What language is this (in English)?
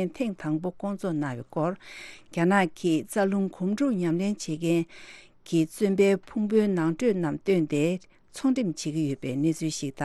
Tibetan